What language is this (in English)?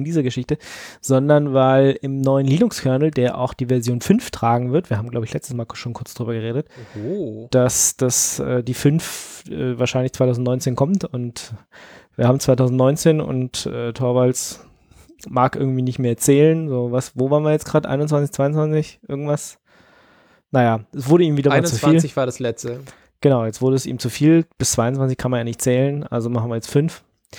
German